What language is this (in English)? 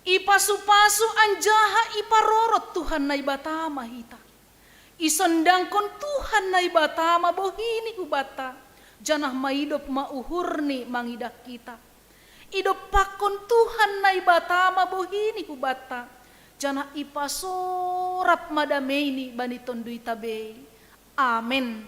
Batak Simalungun